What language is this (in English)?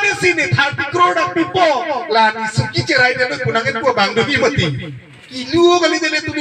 Karbi